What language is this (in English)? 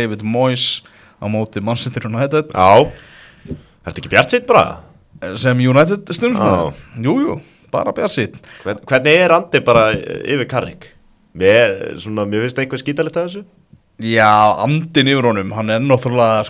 Icelandic